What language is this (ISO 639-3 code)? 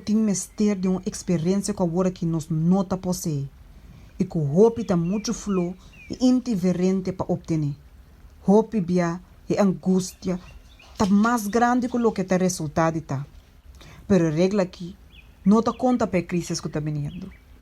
pap